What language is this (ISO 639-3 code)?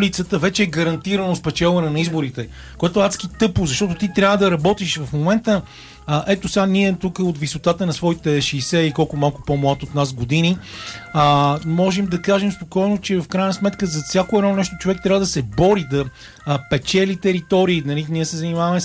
bul